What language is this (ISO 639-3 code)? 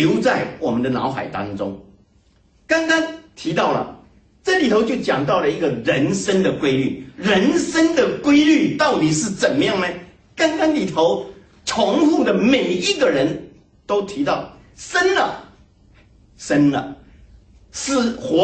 zho